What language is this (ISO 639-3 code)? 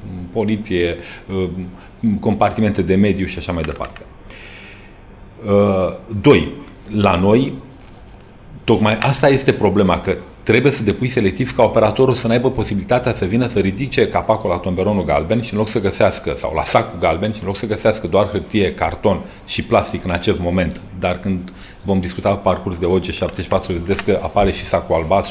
ron